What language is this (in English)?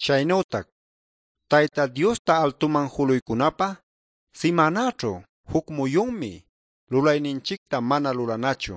Ayacucho Quechua